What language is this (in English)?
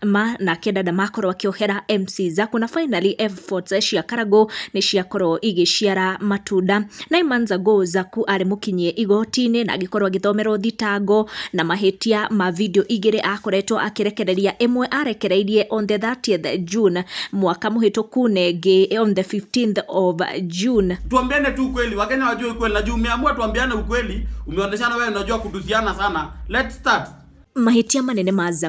Kikuyu